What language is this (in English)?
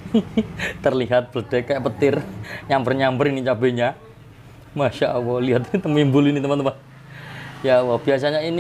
Indonesian